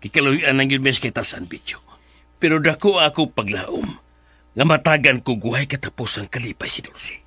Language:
Cebuano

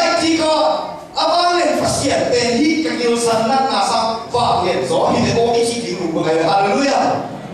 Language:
Tedim Chin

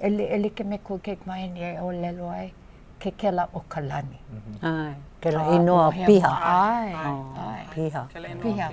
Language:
Hawaiian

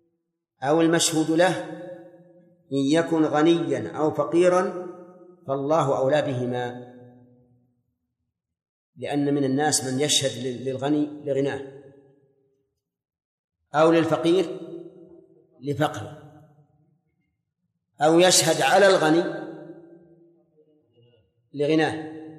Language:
Arabic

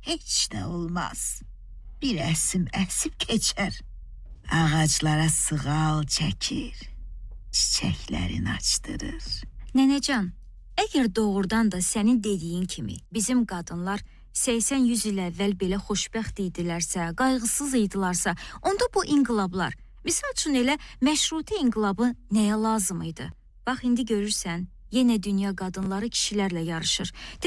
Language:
Azerbaijani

